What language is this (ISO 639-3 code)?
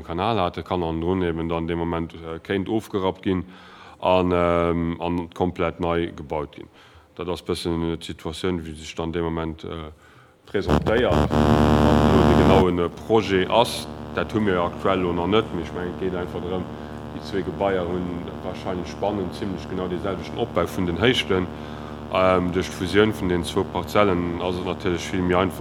ltz